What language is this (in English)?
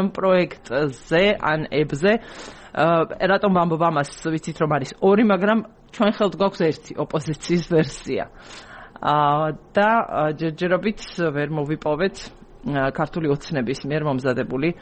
Georgian